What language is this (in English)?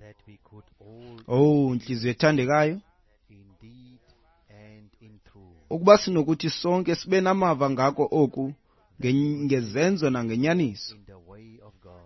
Xhosa